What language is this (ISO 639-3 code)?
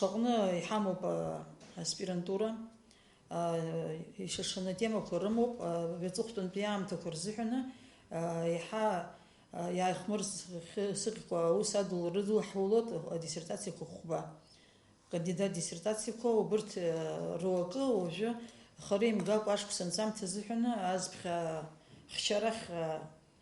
abk